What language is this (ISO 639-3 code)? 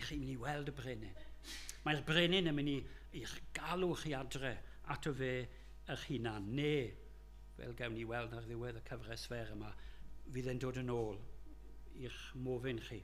cym